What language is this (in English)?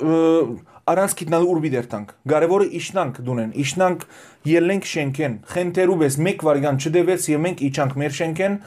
Western Armenian